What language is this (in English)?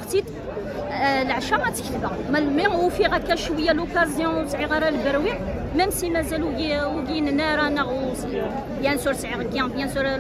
Kabyle